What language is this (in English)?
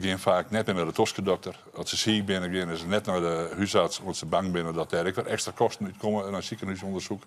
Western Frisian